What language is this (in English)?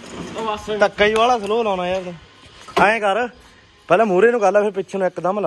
Punjabi